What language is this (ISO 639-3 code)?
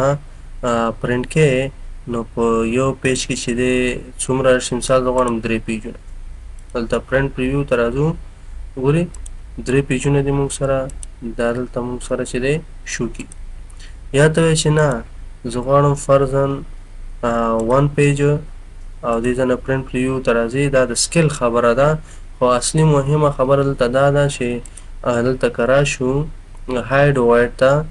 pus